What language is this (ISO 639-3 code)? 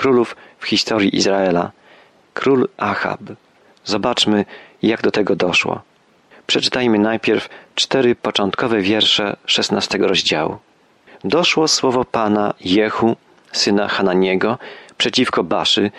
pol